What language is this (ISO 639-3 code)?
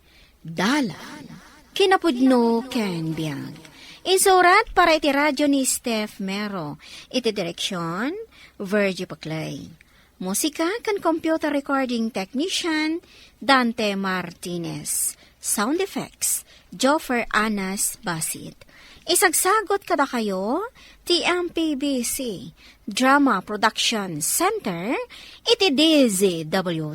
ilo